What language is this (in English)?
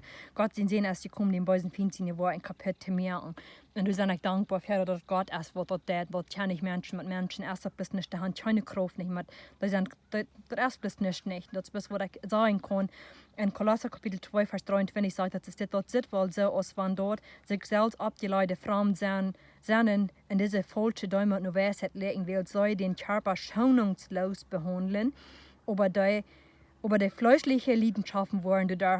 Plautdietsch